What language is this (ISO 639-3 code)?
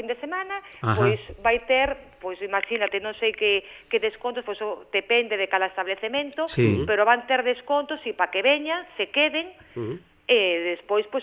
glg